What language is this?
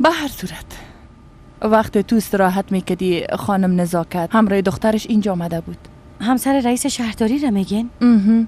Persian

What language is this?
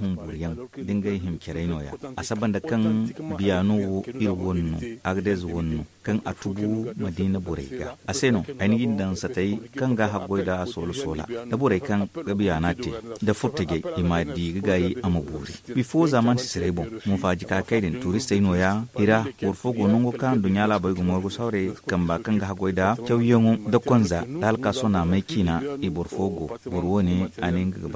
Zarma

